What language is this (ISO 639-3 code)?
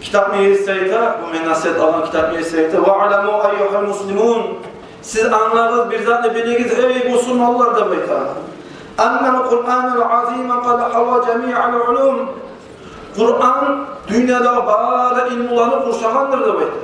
kum